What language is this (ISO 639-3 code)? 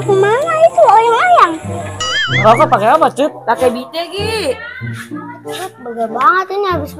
bew